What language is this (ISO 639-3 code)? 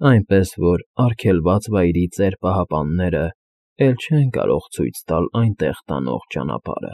hye